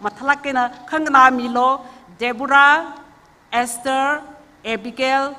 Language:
Tangkhul Naga (India)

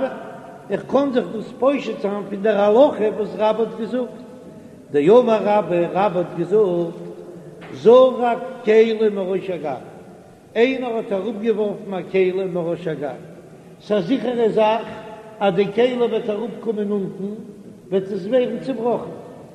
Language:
Yiddish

